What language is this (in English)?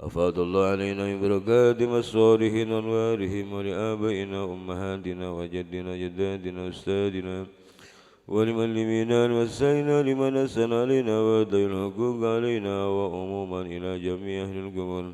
Madurese